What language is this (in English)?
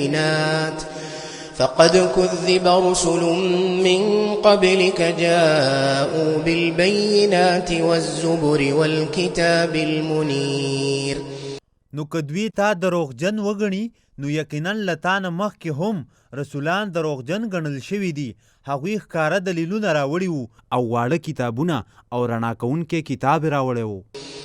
Pashto